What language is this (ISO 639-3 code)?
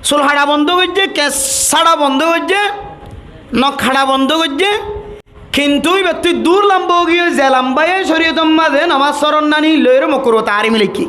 rhg